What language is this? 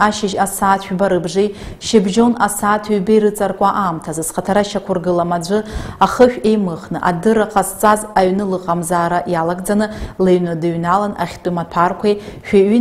Abkhazian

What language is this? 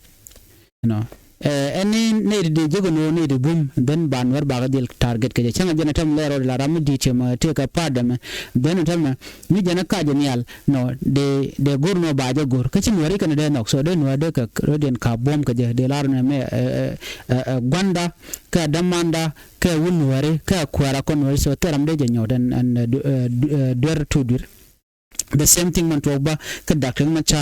Nuer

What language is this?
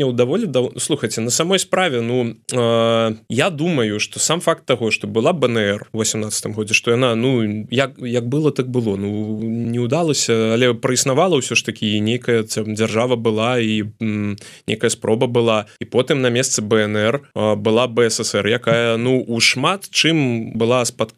Belarusian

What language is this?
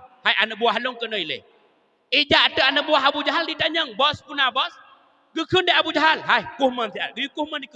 Achinese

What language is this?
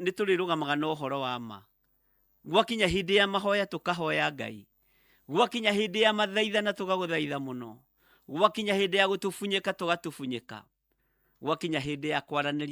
Kikuyu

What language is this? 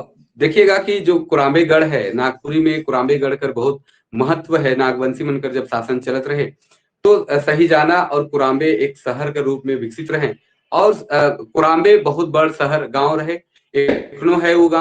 Sadri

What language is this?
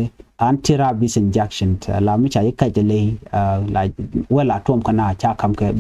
Nuer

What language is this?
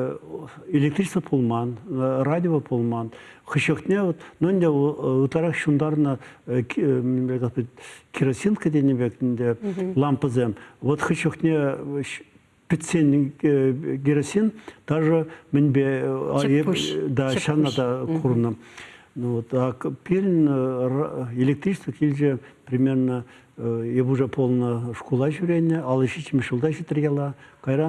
Chuvash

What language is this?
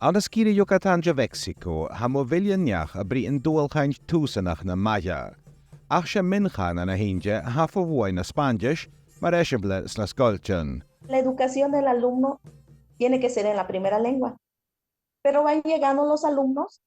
Scottish Gaelic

